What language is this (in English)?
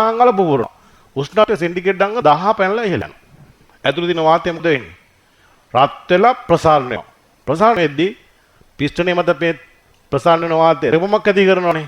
Sinhala